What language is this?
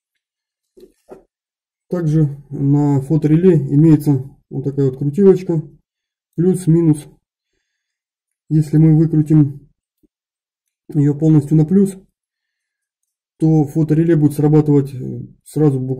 Russian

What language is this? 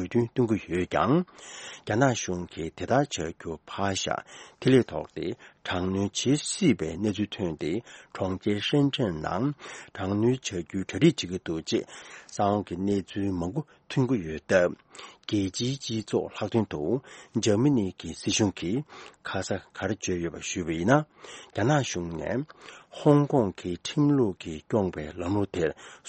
Tibetan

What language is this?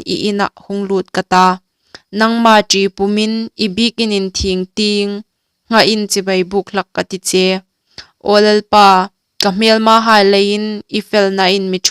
Hmar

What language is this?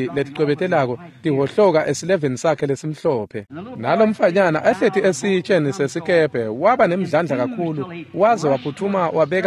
Swati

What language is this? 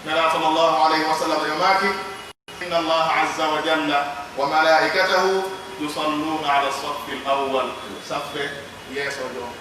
Pular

